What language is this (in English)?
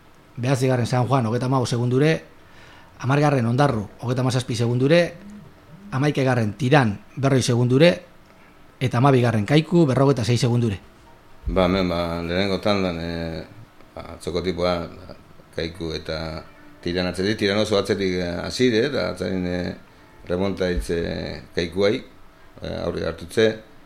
Basque